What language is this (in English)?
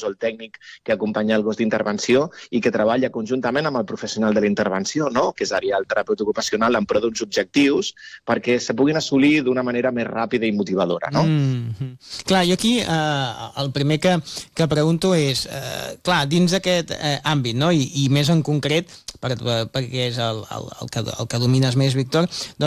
Catalan